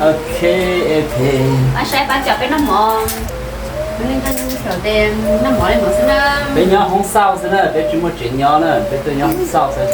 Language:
Hmong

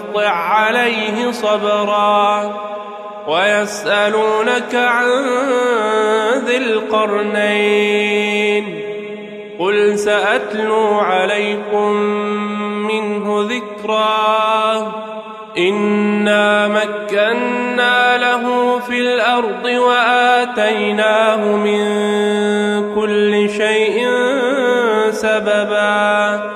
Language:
Arabic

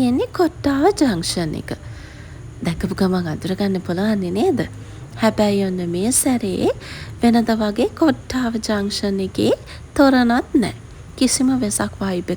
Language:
Sinhala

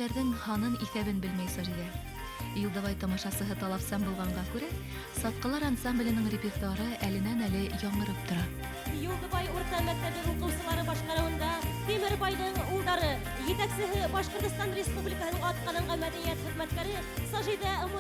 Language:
Bashkir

